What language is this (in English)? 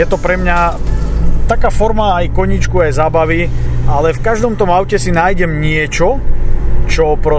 Slovak